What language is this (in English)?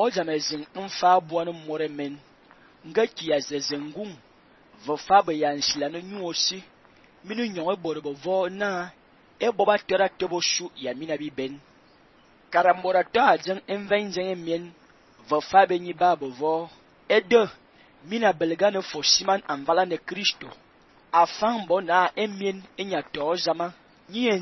Fang